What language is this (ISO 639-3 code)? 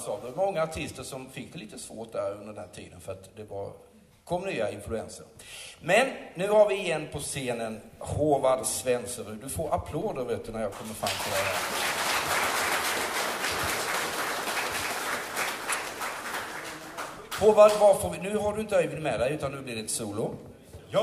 swe